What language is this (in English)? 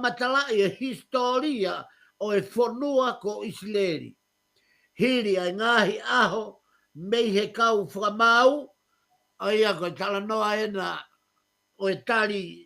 Tongan